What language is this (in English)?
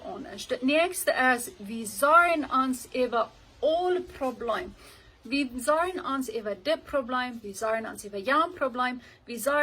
Plautdietsch